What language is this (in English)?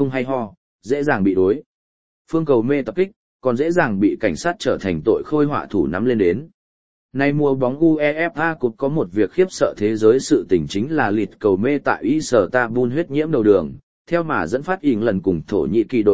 Vietnamese